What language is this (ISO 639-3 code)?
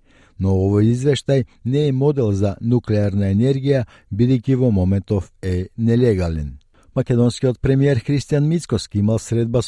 mkd